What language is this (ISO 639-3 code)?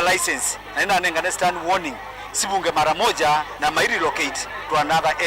kam